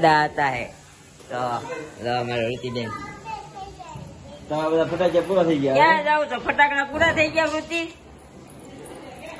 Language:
Gujarati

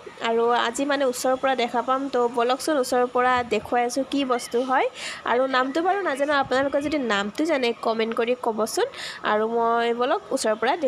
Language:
Assamese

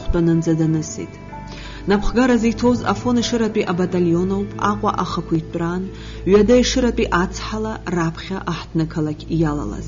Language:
Abkhazian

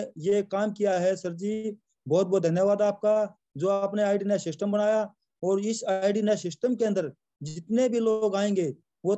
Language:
Hindi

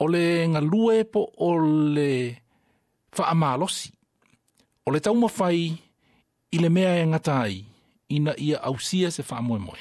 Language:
Samoan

